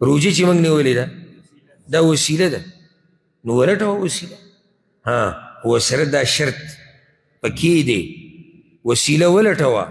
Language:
Pashto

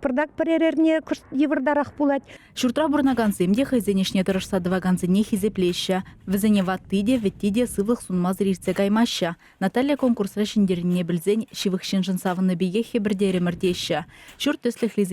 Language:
Chuvash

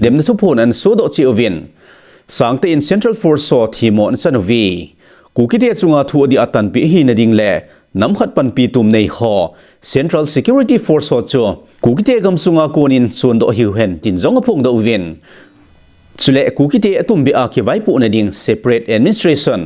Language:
Thado Chin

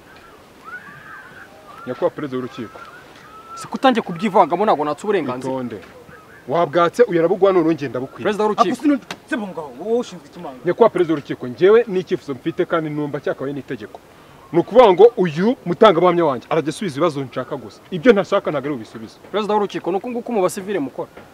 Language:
Kinyarwanda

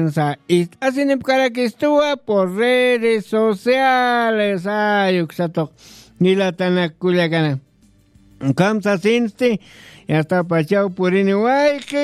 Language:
Aymara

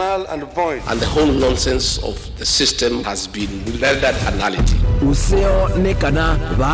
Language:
Kamba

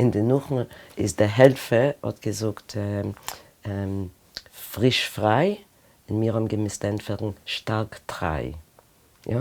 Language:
Yiddish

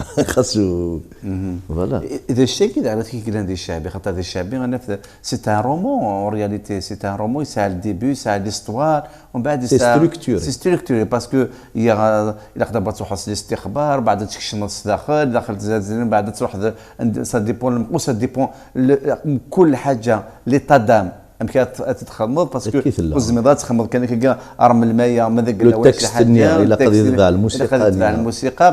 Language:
Kabyle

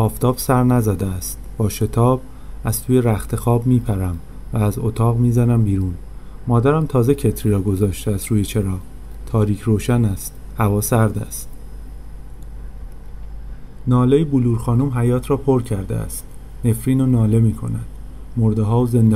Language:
Persian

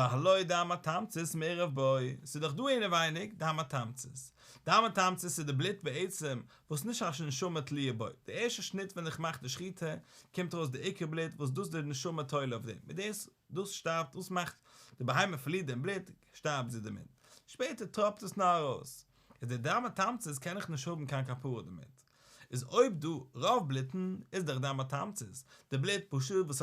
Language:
Yiddish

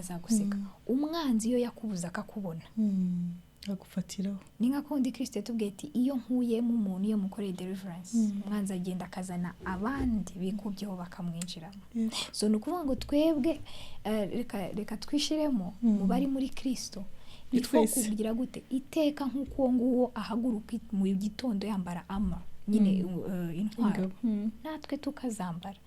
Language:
Kinyarwanda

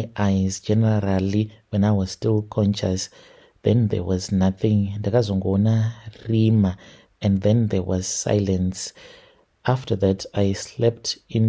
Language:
Shona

